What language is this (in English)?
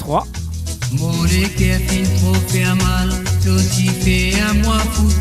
Morisyen